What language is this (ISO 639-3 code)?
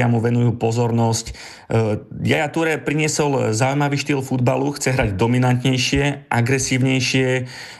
slk